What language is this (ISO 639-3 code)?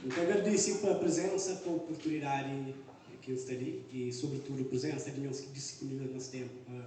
kea